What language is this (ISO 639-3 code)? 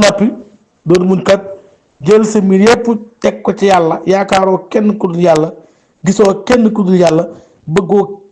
wol